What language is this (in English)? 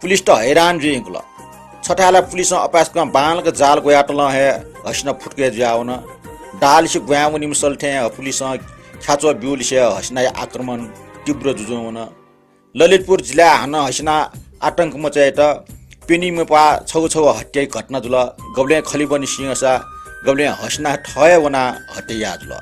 Newari